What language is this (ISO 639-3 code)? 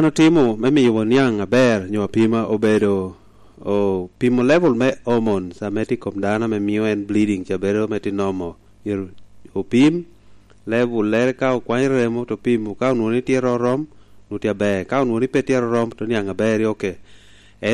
laj